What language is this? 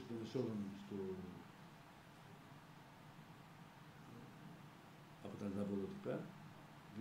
Greek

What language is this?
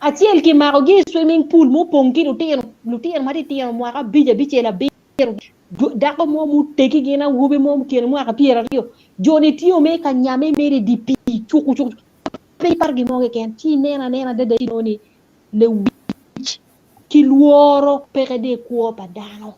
Acoli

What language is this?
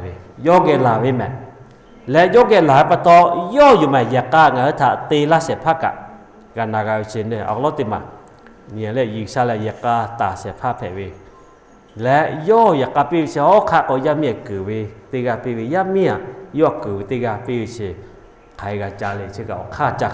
Lahu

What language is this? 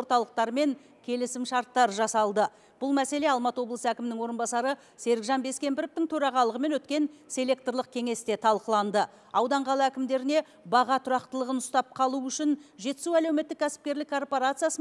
Kazakh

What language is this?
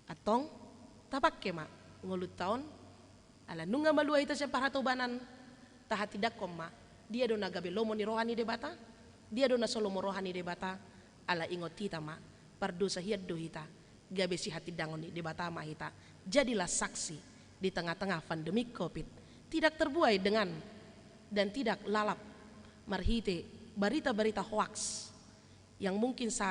Batak Toba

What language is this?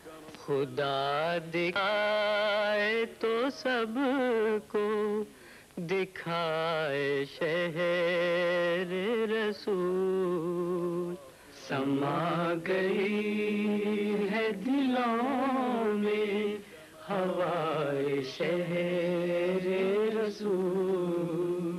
Urdu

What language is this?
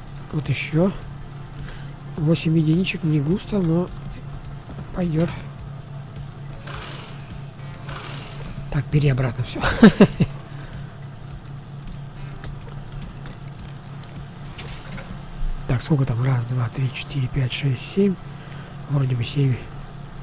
Russian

